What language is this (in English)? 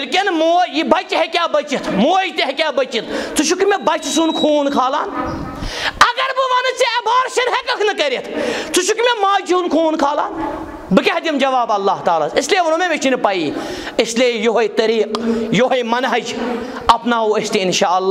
Kashmiri